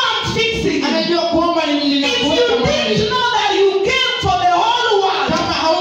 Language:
Swahili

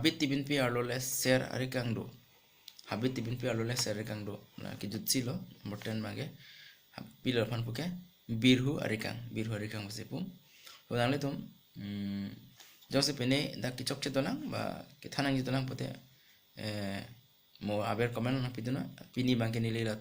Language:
Karbi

